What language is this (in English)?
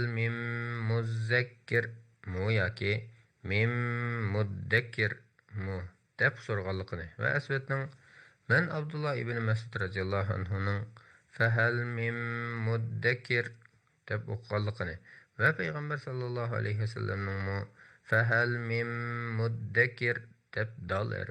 Uyghur